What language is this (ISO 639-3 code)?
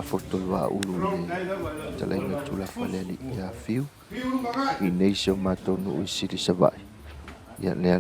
smo